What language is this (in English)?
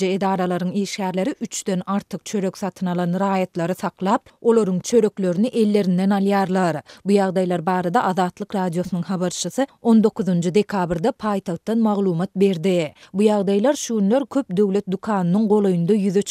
Turkmen